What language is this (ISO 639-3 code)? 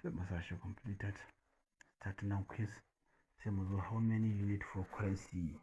hau